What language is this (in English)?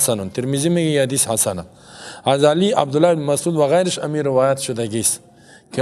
Persian